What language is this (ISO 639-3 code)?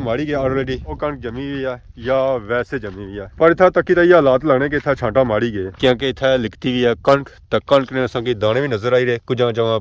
phr